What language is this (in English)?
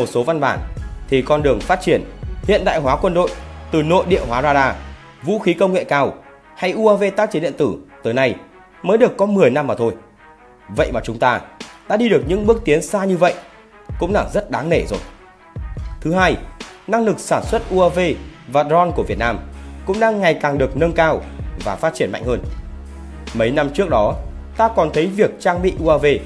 Vietnamese